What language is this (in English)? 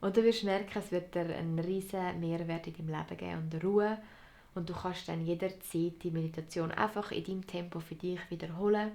Swiss German